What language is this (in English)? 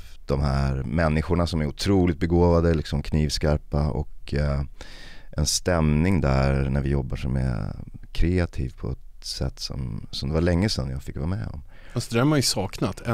Swedish